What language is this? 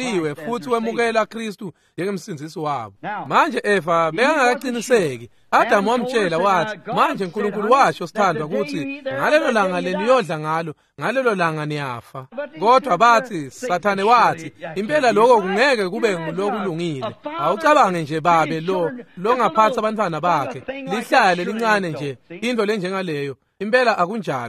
Swati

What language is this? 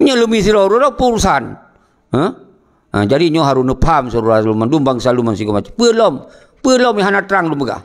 Achinese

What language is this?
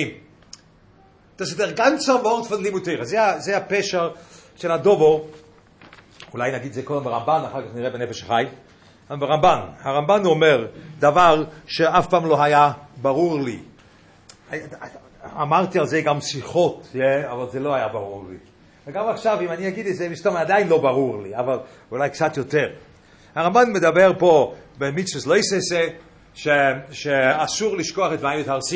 Hebrew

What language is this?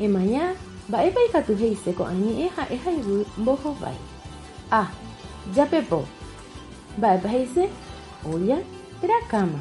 Guarani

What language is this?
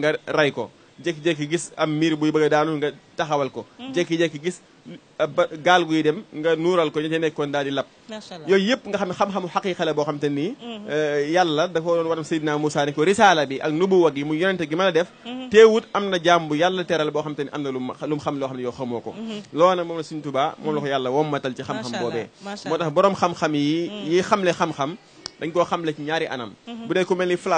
Wolof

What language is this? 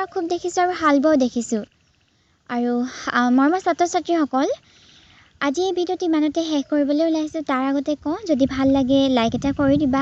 Assamese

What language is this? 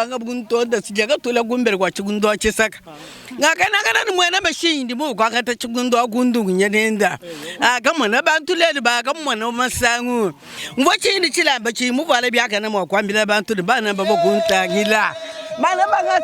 Luba-Lulua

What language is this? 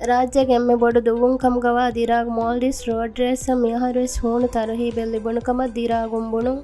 Divehi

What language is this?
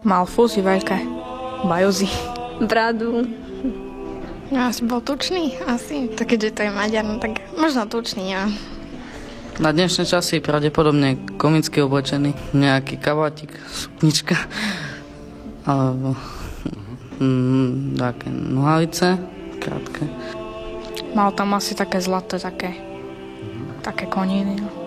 Slovak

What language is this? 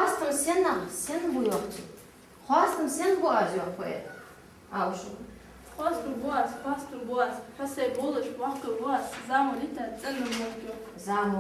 Ingush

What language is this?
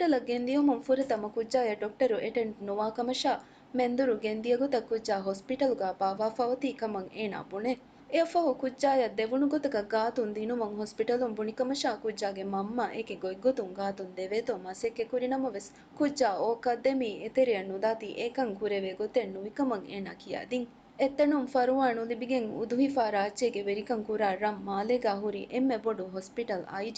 Divehi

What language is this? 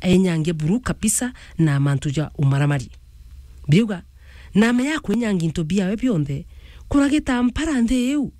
Meru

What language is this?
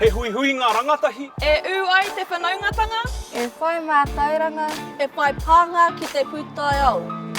Māori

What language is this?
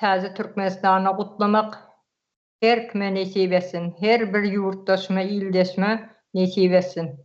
Turkmen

